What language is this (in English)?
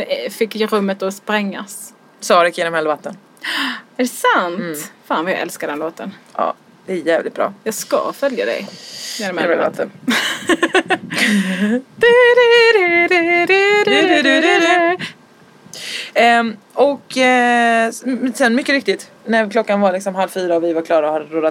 Swedish